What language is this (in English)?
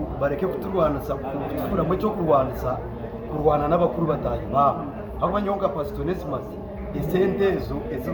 Nyankole